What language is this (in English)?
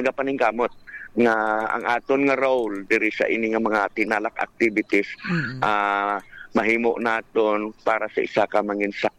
Hiligaynon